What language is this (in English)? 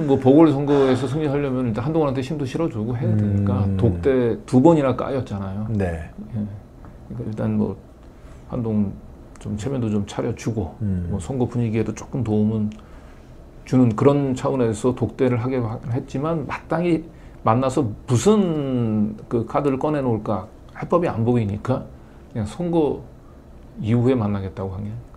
Korean